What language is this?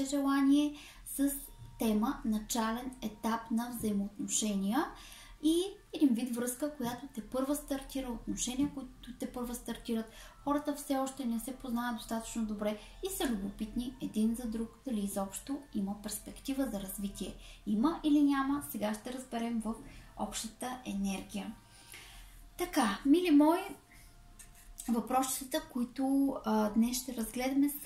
Bulgarian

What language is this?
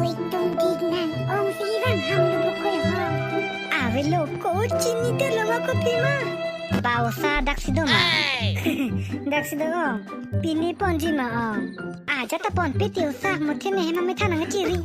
Karbi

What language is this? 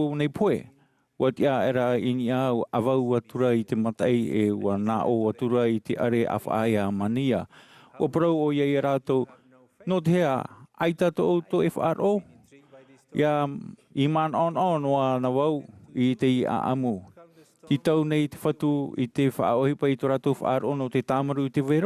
Tahitian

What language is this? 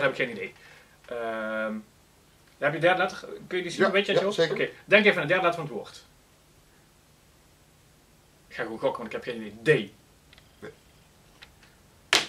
Dutch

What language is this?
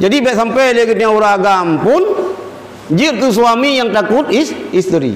Achinese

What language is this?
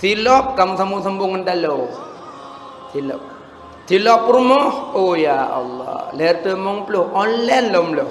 Achinese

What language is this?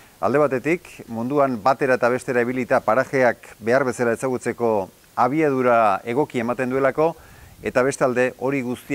Basque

